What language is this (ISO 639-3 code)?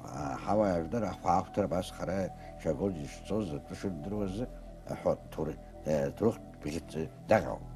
abk